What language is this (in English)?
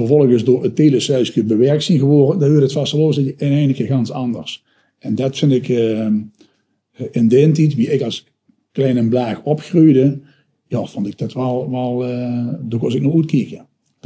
Limburgish